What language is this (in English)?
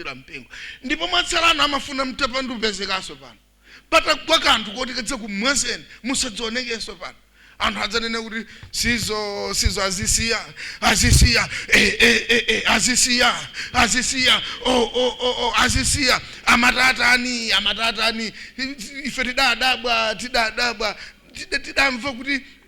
Nyanja